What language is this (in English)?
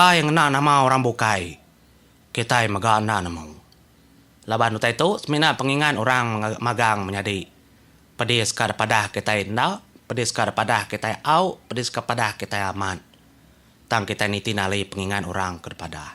Iban